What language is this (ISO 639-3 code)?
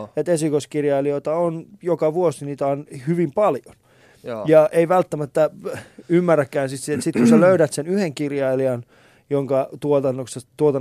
fin